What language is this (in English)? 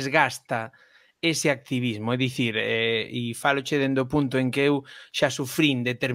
Galician